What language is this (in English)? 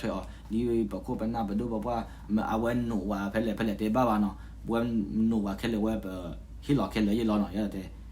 S'gaw Karen